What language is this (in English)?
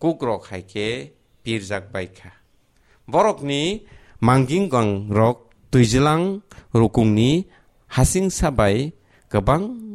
Kok Borok